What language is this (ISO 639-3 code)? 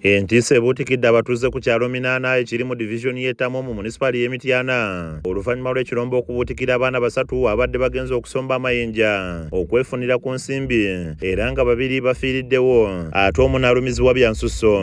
lug